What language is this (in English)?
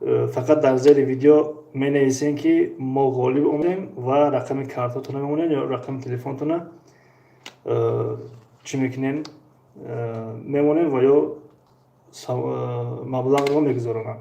Tajik